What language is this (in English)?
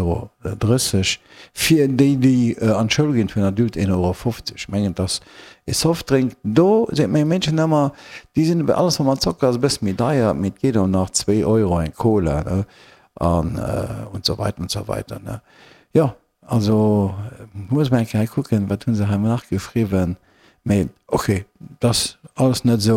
Luxembourgish